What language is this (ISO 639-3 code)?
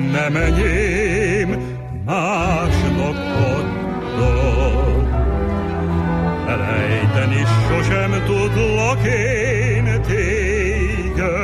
hun